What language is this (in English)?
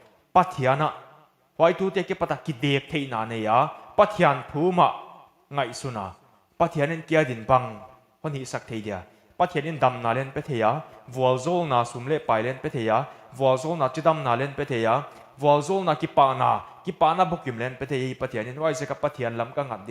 Paite Chin